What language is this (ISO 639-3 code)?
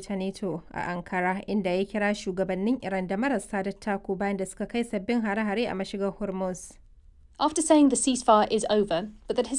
hau